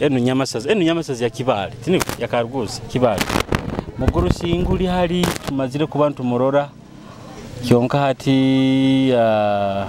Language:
Nyoro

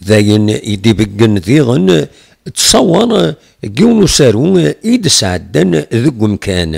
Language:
Kabyle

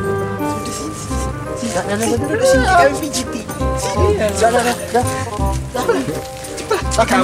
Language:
Musi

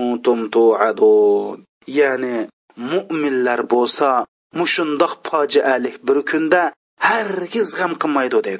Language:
Uyghur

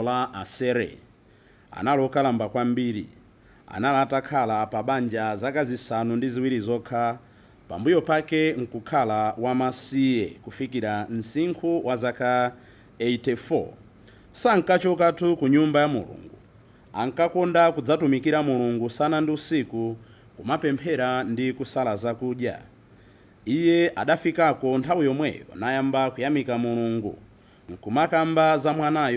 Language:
Nyanja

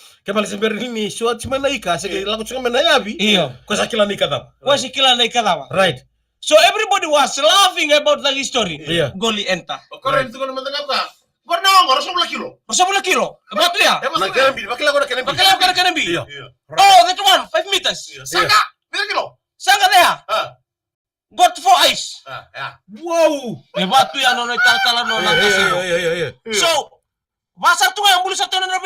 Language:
Fijian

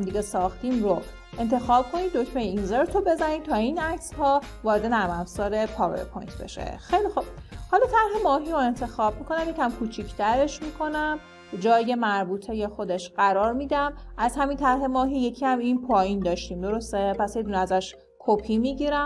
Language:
Persian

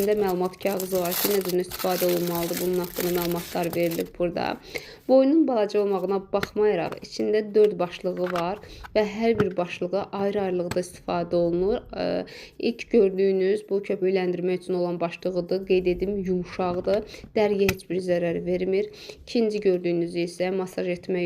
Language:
Azerbaijani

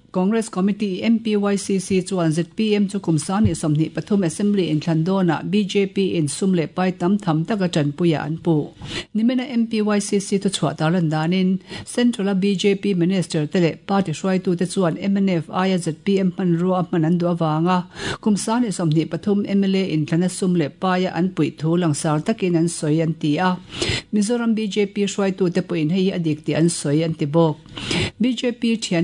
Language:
Mizo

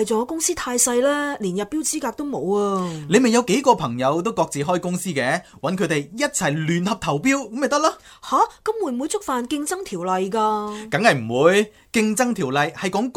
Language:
Cantonese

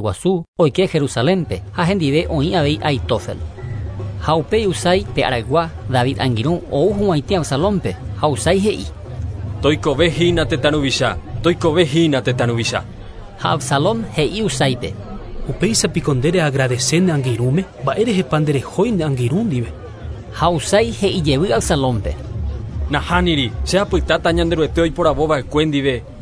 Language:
Guarani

